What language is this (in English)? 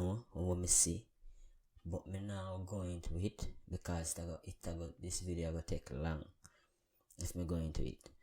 Jamaican Creole English